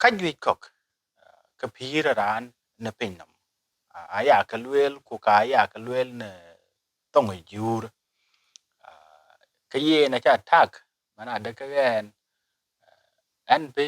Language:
Dinka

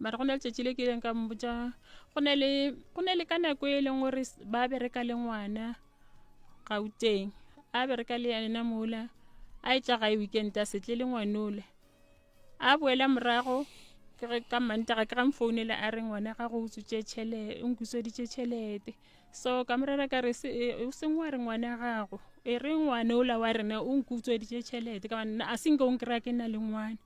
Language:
Northern Sotho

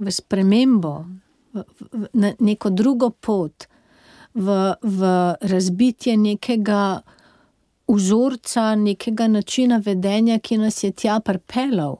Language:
Slovenian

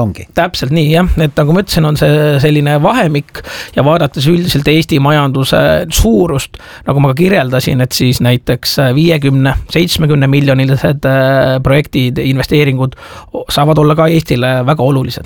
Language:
Estonian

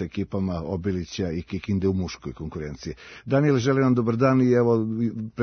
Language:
Serbian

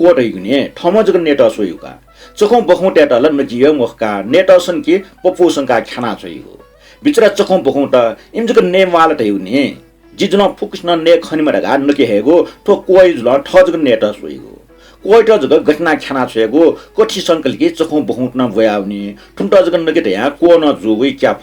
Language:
Newari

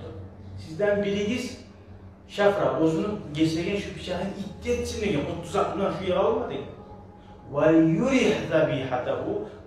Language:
Kumyk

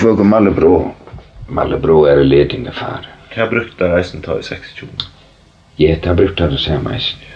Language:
Faroese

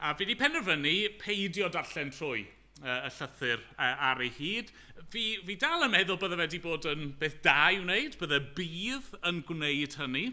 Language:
Welsh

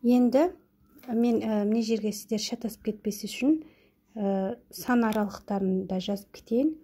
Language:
Kazakh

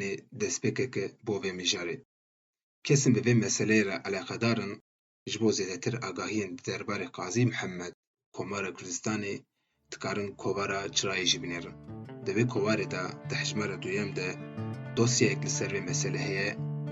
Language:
Kurdish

